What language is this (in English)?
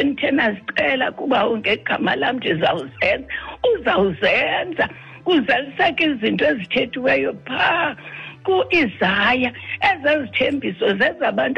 Xhosa